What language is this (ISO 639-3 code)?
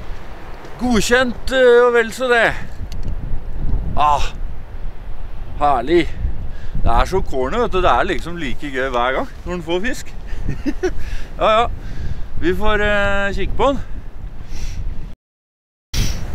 nor